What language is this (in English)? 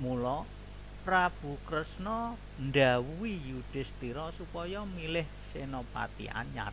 Javanese